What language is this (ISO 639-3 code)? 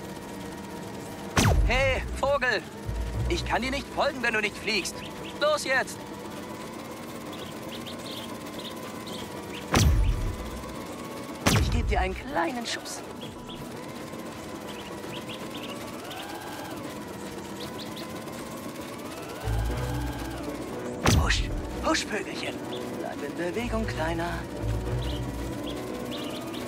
deu